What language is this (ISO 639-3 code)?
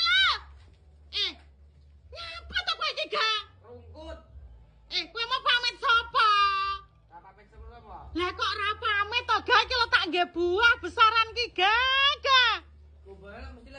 jav